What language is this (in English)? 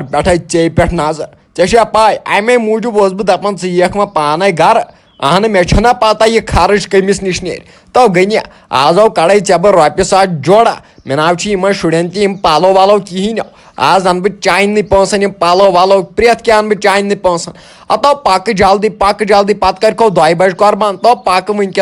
Kashmiri